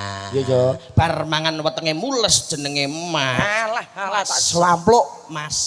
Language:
Javanese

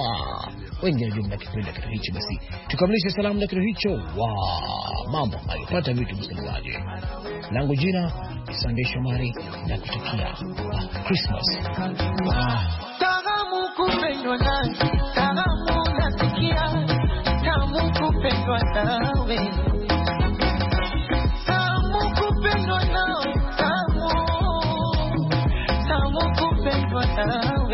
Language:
Swahili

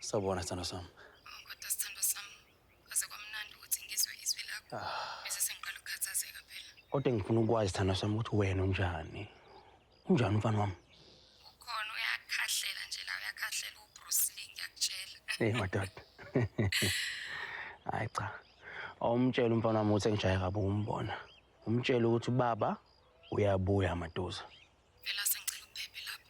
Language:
Zulu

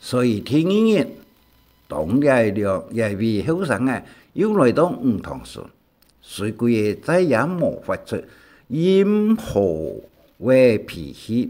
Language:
Hakka Chinese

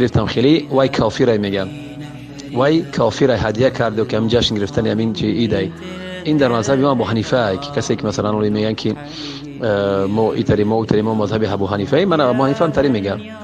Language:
Persian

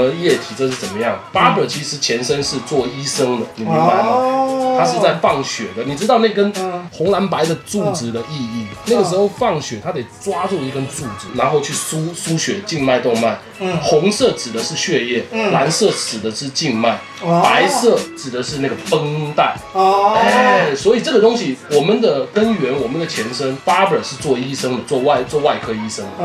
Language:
Chinese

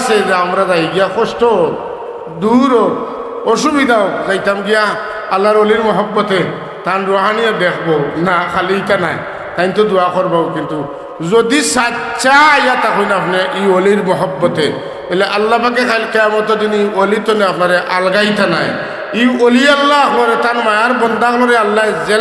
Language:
Sylheti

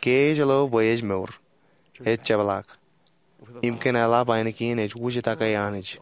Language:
Marshallese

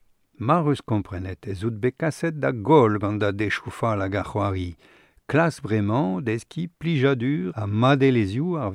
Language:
Breton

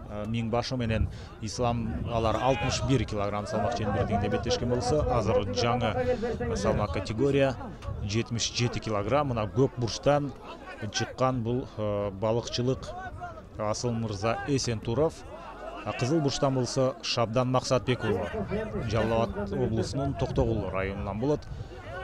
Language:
Kyrgyz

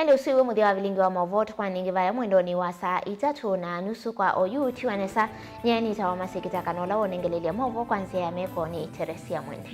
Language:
Kamba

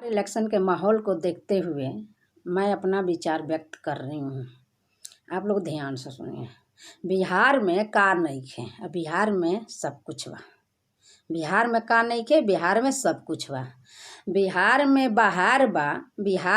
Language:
Bhojpuri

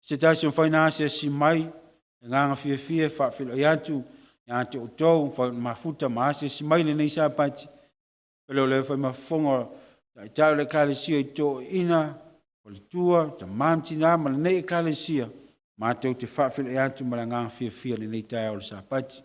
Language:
Samoan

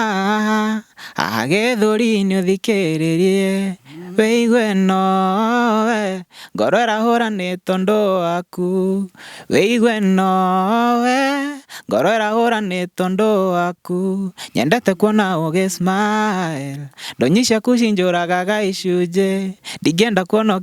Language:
Kikuyu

